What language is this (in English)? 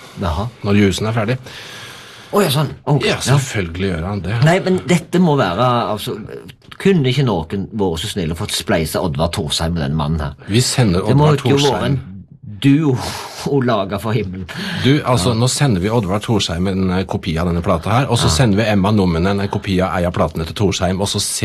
Norwegian